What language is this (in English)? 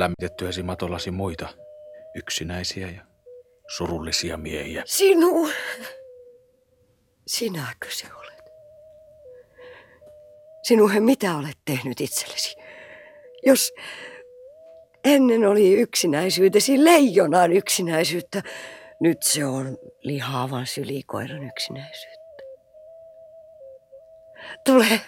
Finnish